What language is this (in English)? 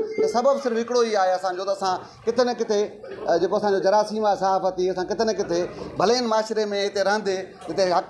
Sindhi